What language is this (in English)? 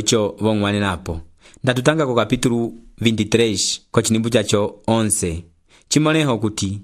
Umbundu